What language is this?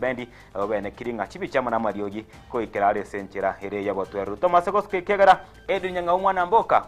Gusii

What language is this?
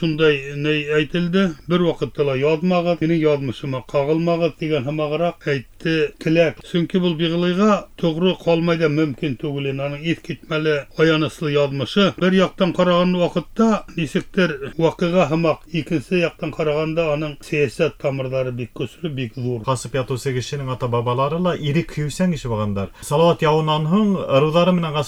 Bashkir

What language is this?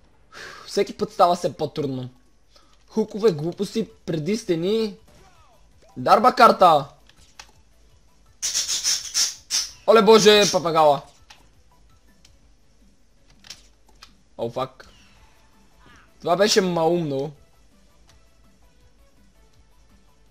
Bulgarian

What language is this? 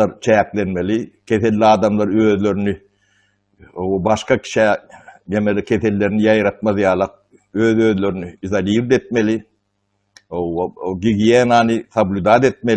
Turkmen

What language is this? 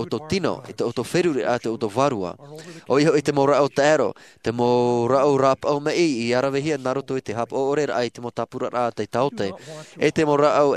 Tahitian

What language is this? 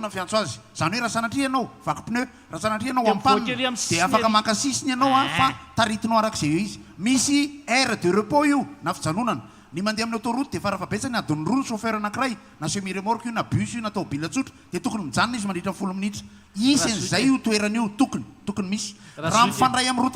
Malagasy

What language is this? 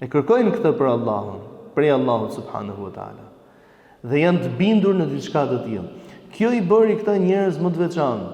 Albanian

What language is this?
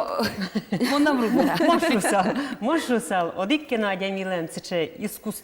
Udmurt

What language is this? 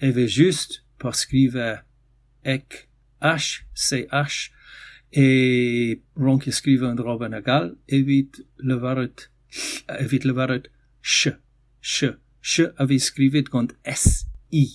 Breton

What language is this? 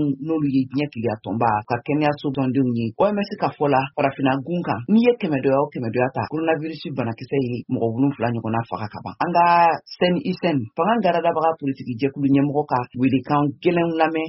Bambara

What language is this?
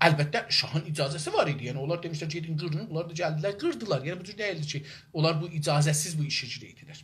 South Azerbaijani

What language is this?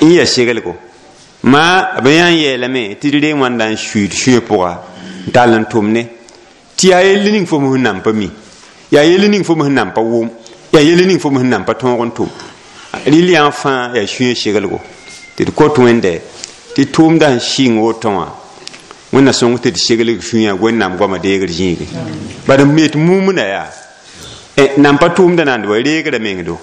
Mossi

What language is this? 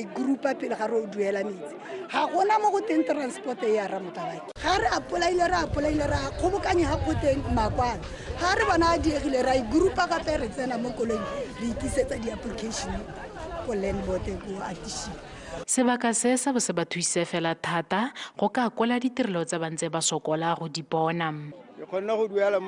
Tswana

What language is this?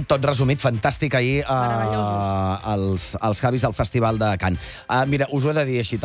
Catalan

